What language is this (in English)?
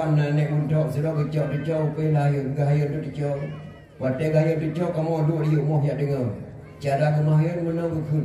Achinese